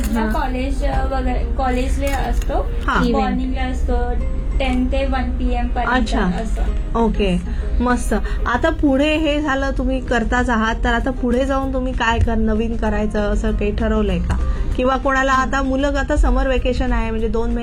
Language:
Marathi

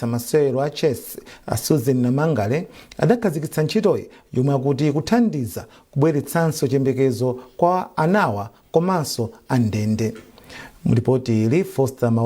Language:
Nyanja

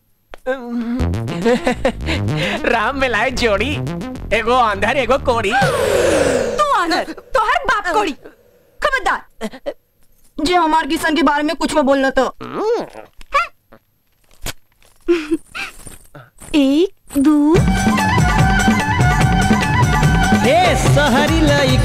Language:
Bhojpuri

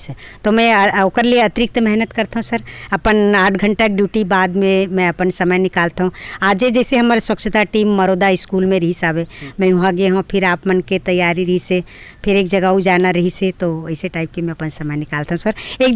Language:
Chhattisgarhi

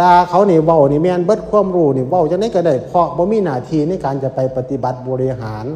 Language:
Northeastern Thai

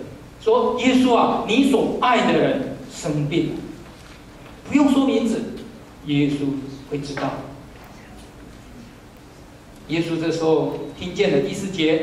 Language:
Chinese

